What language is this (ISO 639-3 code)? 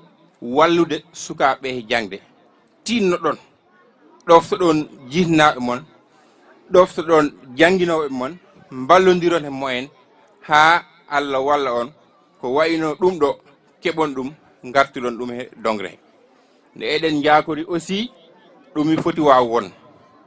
ful